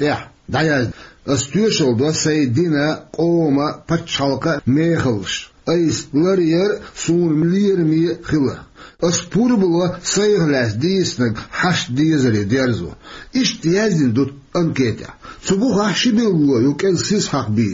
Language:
Chechen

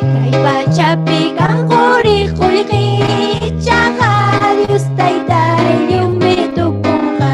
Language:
Ayacucho Quechua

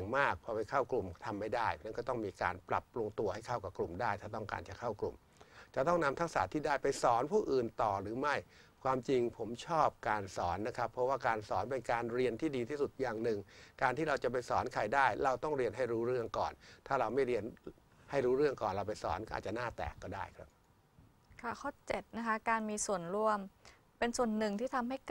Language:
Thai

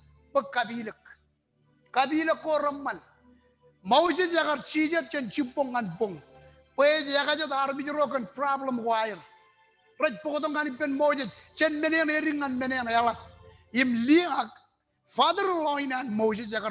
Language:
Marshallese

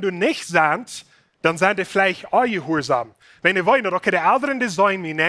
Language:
Plautdietsch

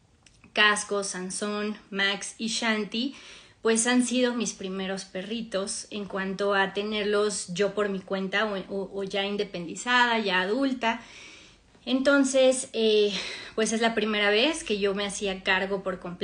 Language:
Spanish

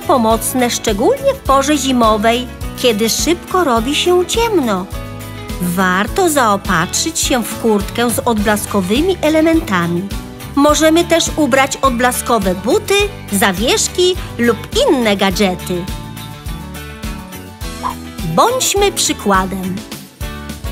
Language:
Polish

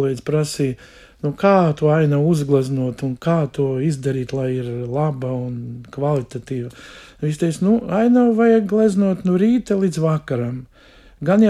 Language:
Latvian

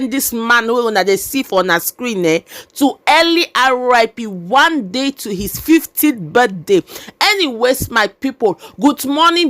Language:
Nigerian Pidgin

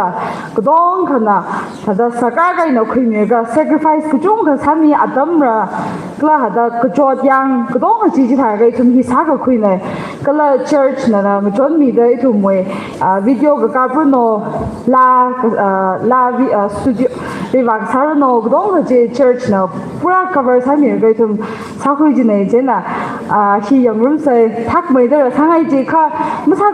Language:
Tangkhul Naga (India)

